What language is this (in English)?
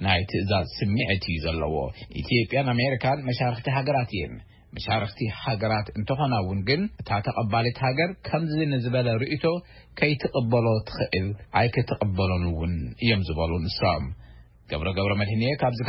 Tigrinya